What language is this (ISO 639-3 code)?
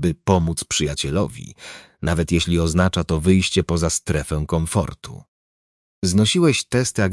pol